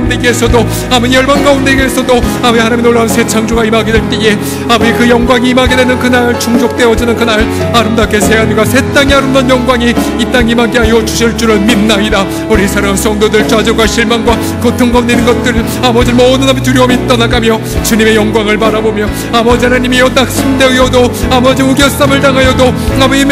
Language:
Korean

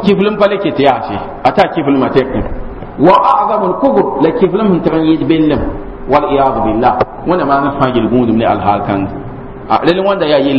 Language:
Mossi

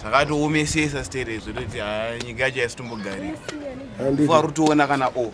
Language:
Shona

